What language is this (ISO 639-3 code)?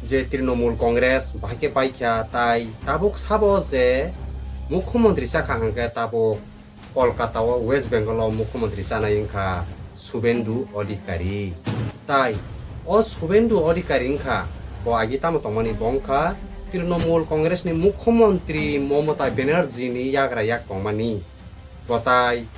trp